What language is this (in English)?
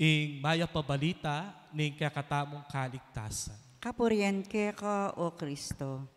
Pampanga